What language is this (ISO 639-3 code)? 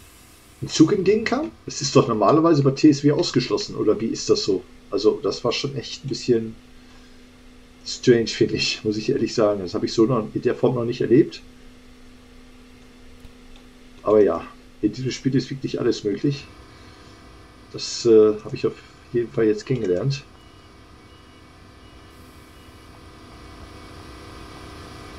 deu